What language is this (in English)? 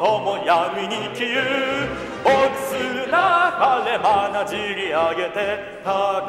Japanese